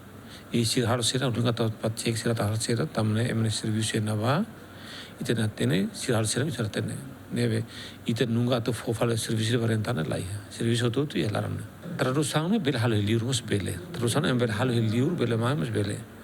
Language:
Tetum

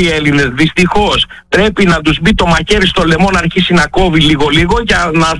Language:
Greek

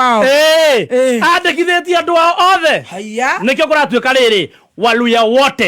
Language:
Kikuyu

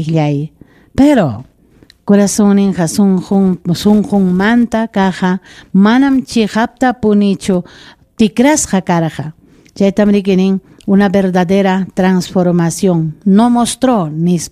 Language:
Ayacucho Quechua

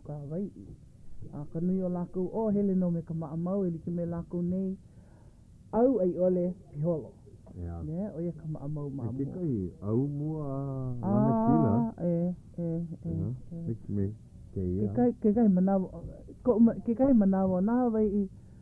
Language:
Hawaiian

